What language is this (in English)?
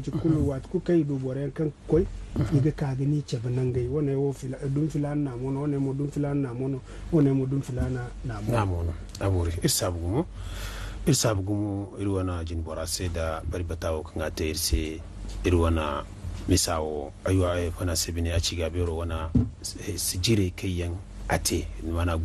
Zarma